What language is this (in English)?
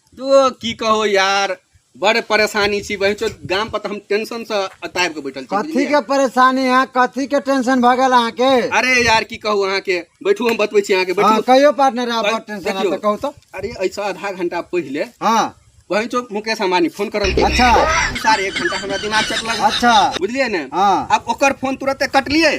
Maithili